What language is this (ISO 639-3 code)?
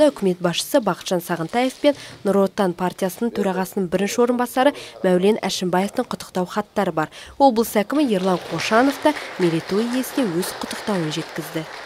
kaz